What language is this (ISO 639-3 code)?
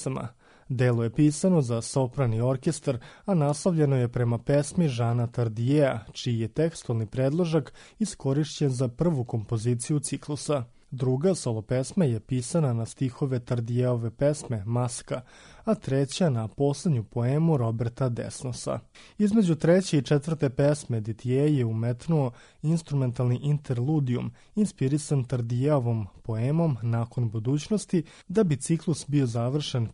srp